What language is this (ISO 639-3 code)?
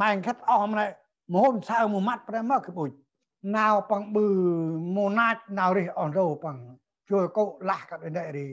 cmo